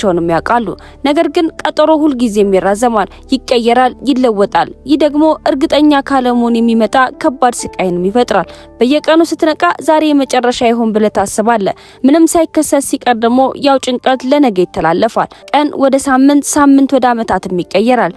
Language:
Amharic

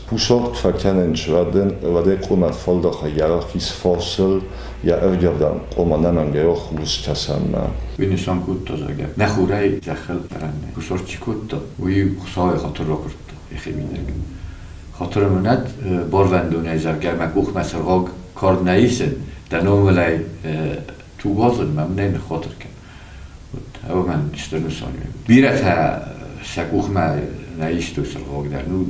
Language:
Ossetic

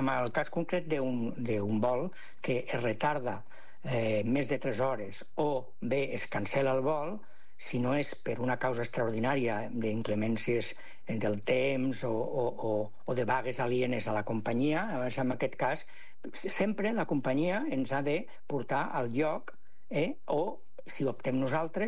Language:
Catalan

